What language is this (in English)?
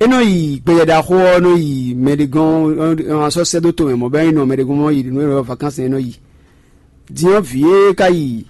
Fon